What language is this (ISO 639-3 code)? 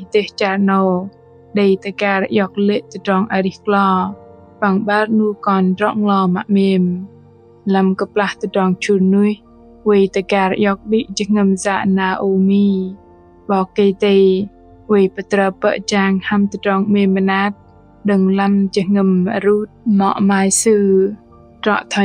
bdq